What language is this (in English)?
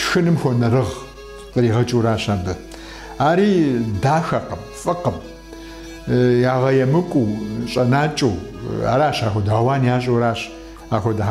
Kabardian